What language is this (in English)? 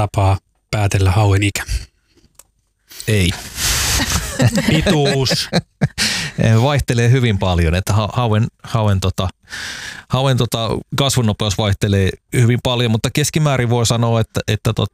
Finnish